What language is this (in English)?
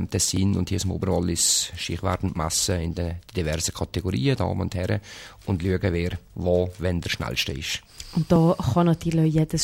German